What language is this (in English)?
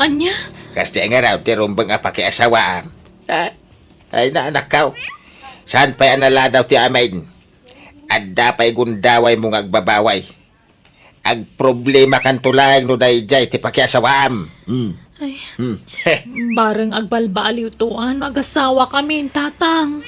Iloko